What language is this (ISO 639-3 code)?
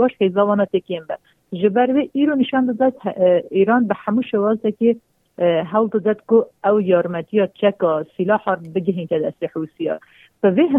kur